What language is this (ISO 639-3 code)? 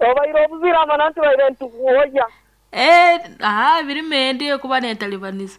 nyn